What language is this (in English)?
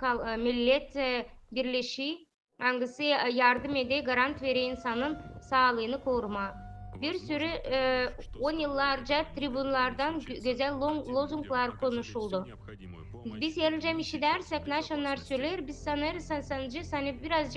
Gagauz